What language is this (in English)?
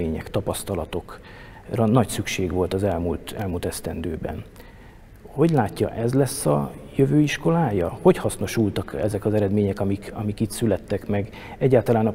Hungarian